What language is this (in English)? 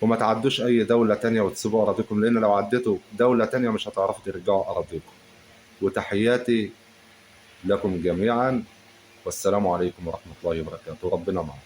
Egyptian Arabic